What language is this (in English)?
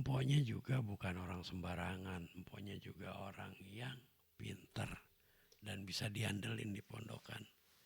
Betawi